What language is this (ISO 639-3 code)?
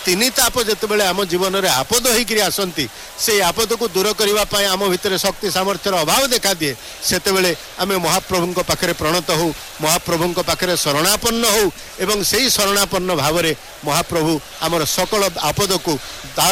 ori